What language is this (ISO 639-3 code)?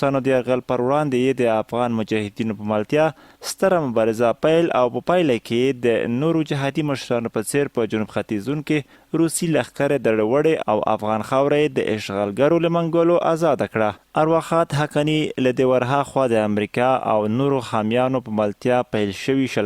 pus